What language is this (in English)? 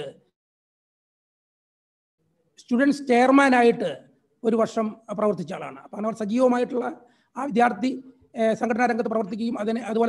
Malayalam